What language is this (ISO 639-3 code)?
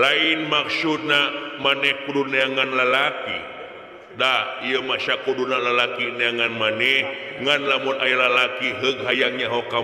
sun